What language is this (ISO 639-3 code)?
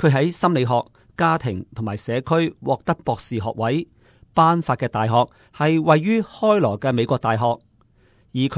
yue